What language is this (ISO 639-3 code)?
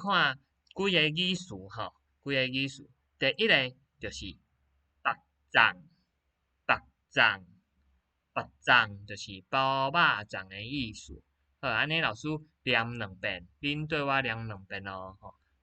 nan